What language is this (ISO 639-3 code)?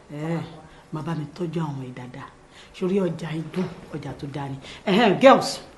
yor